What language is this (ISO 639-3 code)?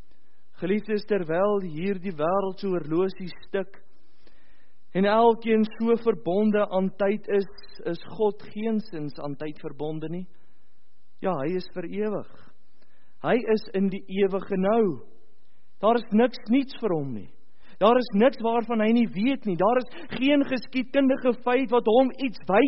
afr